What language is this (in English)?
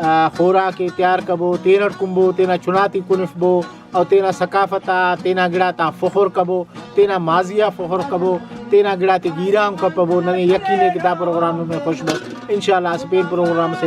Brahui